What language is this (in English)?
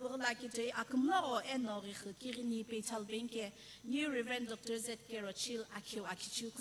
Sumi Naga